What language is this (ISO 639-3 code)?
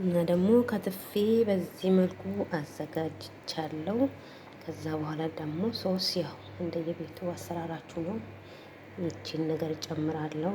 amh